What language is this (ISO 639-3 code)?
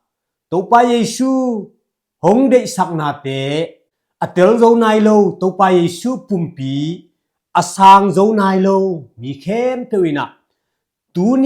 ctd